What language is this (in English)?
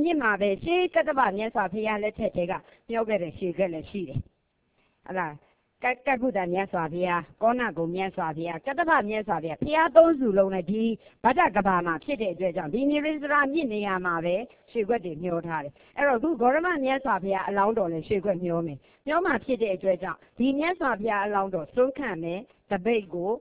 Burmese